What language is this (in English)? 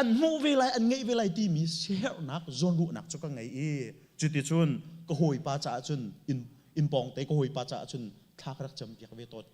Hakha Chin